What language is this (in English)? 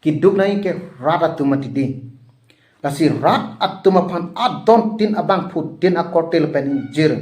Karbi